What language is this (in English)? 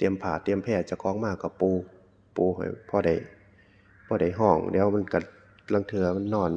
Northeastern Thai